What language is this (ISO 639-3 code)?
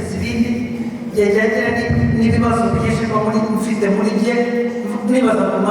kin